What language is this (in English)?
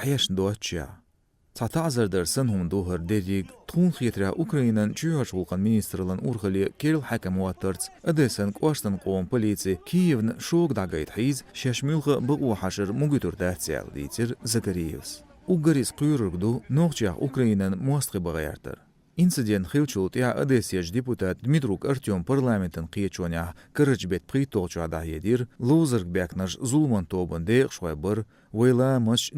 Chechen